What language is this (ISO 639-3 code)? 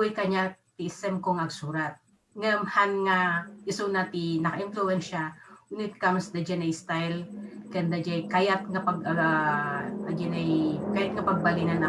ilo